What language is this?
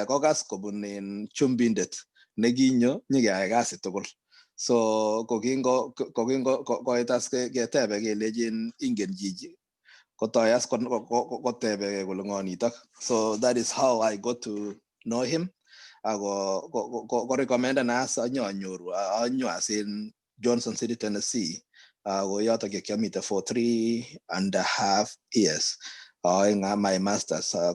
Kalenjin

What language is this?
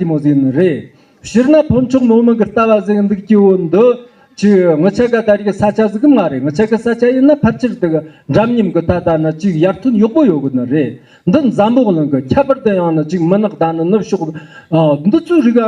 Tibetan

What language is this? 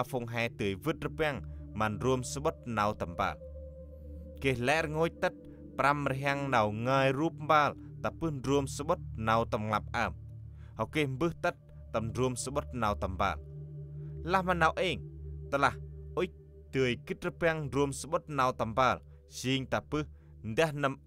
Central Mnong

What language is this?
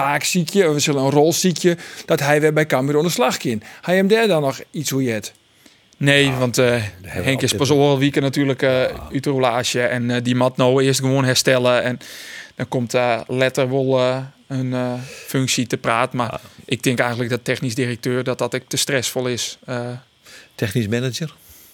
Western Frisian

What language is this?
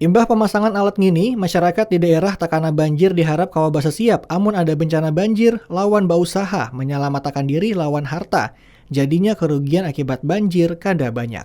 Banjar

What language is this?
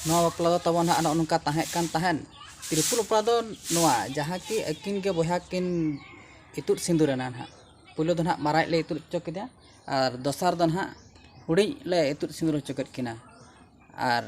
Santali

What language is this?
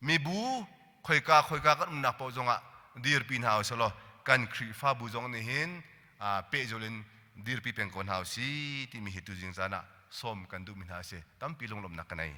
Hakha Chin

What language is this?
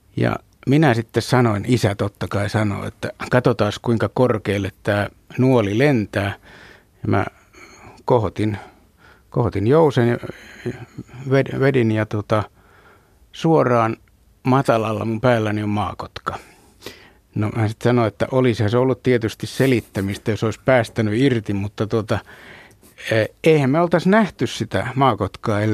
Finnish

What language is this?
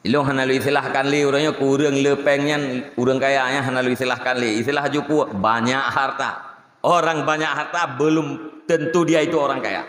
Achinese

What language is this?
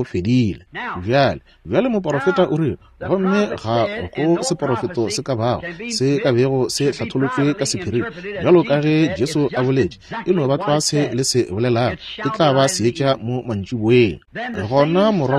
Northern Sotho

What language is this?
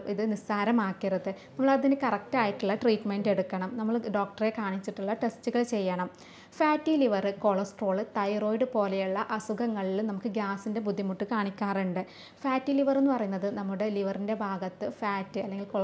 Malayalam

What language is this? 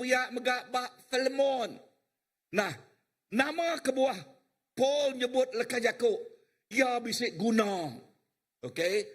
Iban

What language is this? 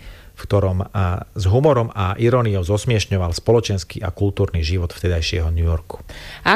Slovak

